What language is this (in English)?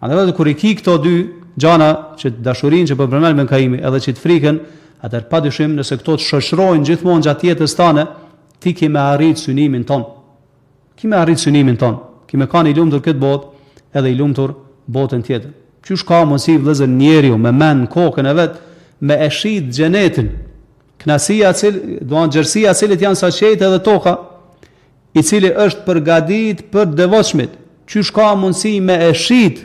Albanian